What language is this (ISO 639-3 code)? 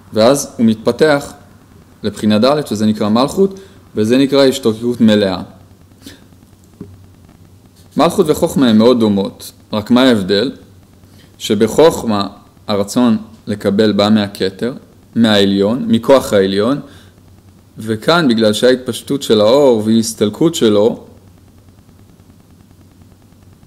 heb